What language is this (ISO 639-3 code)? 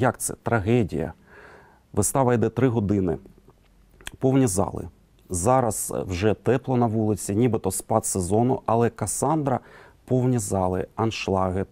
ukr